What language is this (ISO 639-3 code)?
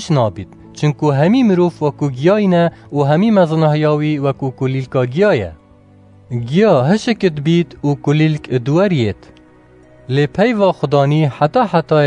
kur